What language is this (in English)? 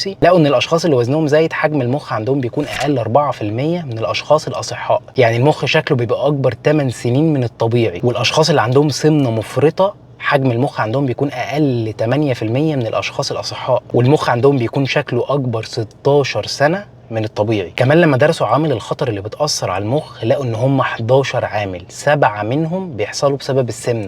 Egyptian Arabic